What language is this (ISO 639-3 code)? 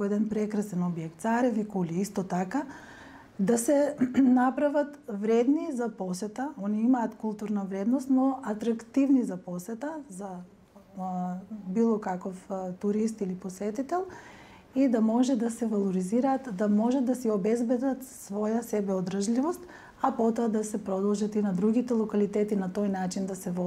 mkd